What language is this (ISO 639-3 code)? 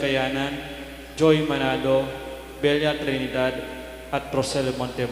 pam